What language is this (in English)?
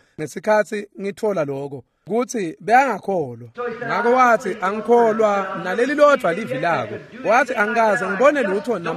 Swati